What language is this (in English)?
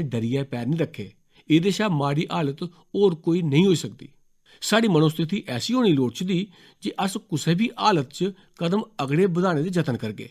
Dogri